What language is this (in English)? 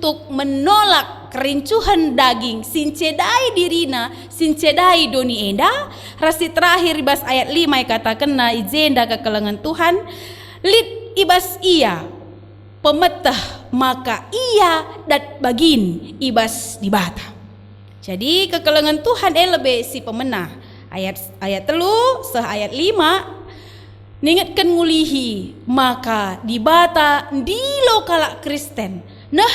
Batak Karo